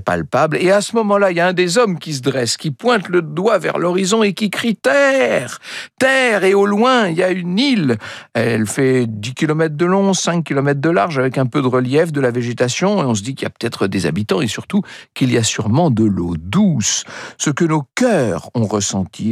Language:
French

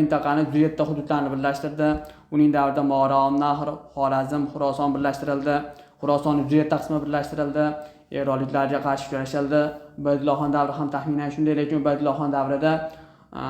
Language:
Uzbek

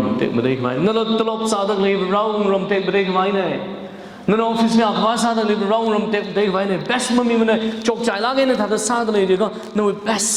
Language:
Tangkhul Naga (India)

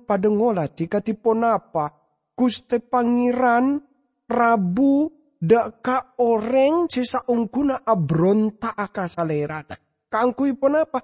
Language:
Madurese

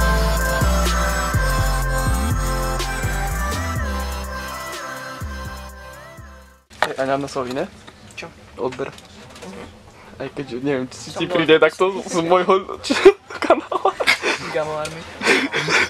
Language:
Slovak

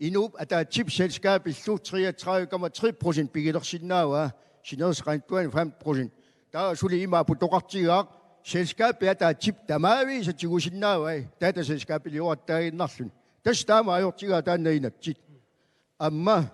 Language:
Kalaallisut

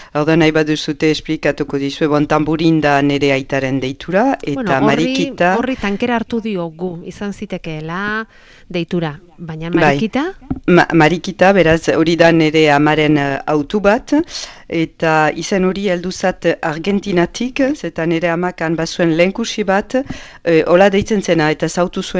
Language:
Basque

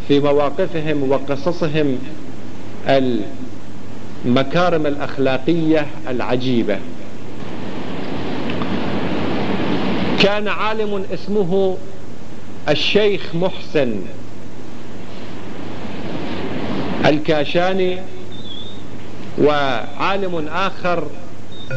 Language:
Arabic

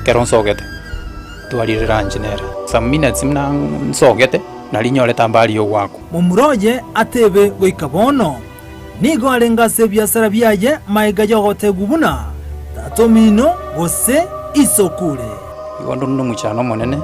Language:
Gusii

